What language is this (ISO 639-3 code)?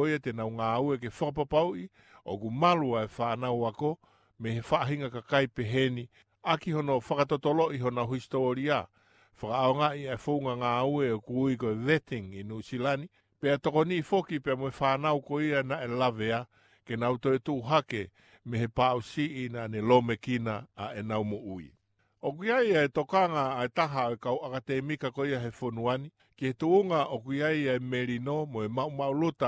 ton